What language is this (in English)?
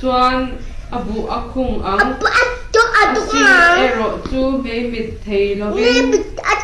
Mizo